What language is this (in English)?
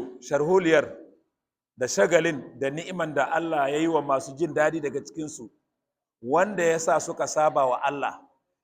Hausa